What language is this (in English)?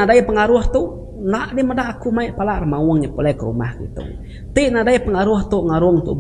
Iban